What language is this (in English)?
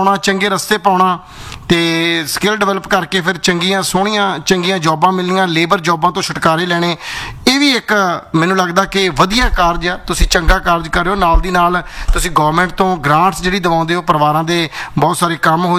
Punjabi